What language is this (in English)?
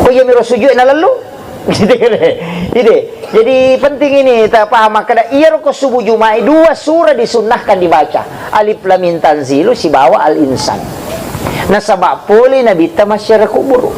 Buginese